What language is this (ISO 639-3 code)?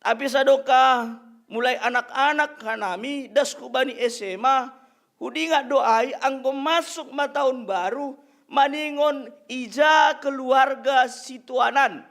bts